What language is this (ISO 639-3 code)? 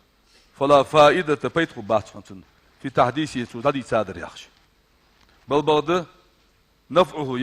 inh